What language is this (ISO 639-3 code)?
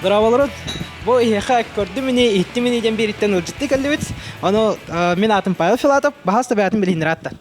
sah